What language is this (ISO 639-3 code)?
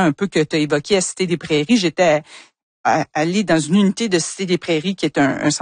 fra